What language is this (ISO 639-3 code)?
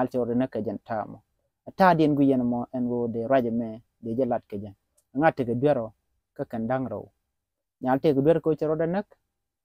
nus